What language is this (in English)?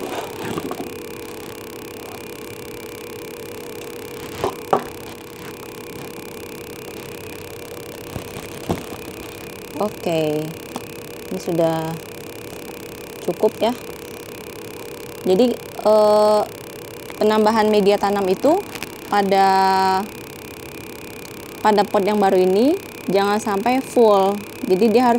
Indonesian